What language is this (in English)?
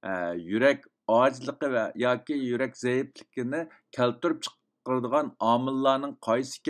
Uyghur